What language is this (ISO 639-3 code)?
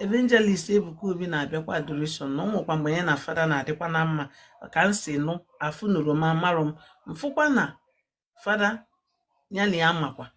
ibo